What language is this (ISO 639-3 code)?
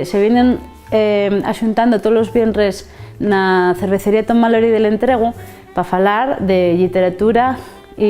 ast